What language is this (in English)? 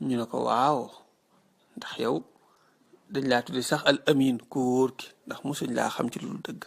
Wolof